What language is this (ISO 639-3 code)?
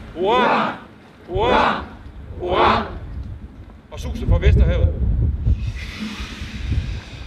dan